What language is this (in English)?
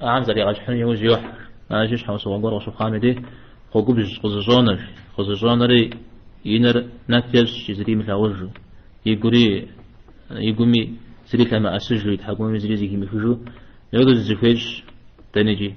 Kabardian